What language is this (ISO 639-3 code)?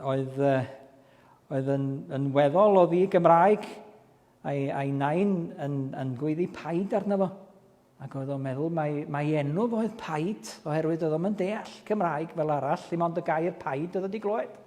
cym